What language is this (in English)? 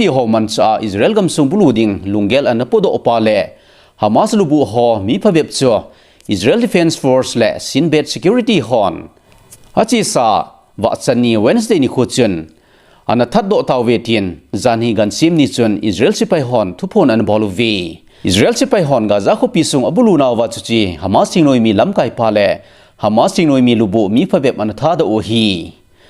Thado Chin